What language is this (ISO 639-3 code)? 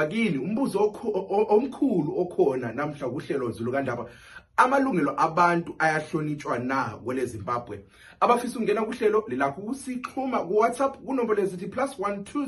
nde